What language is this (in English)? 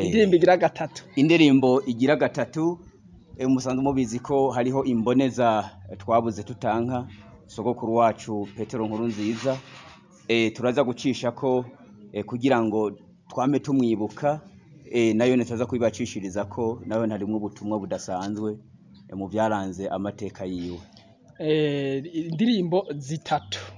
Rundi